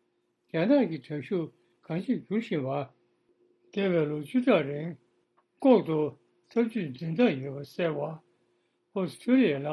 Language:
Tibetan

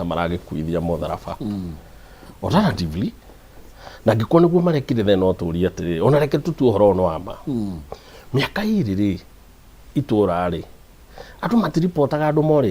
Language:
Kikuyu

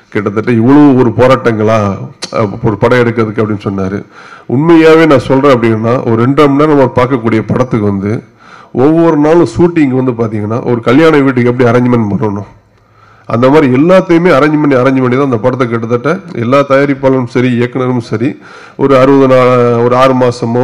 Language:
Tamil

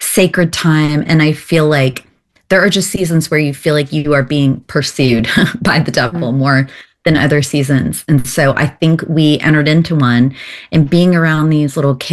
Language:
English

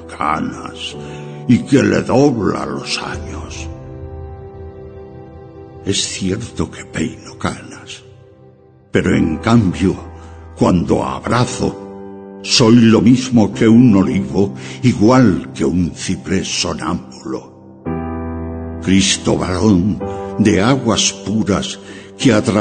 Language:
Spanish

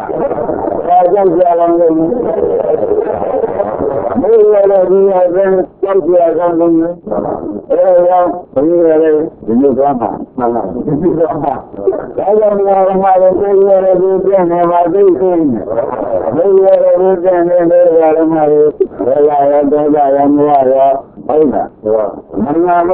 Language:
Burmese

